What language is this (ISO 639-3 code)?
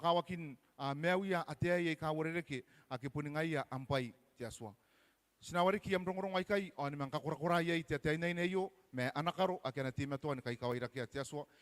gil